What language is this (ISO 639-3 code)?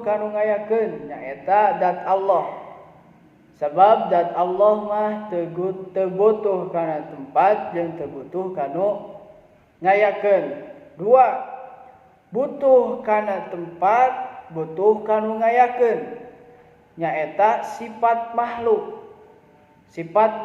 sun